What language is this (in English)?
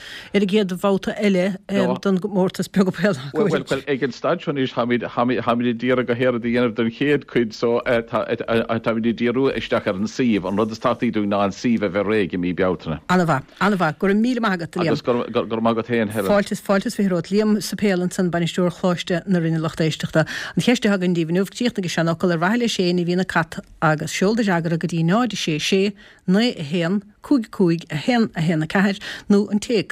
Irish